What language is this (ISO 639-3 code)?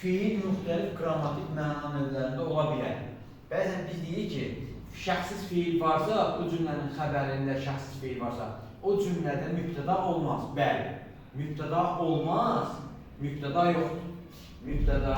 aze